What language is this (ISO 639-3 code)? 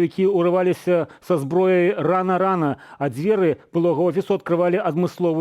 bel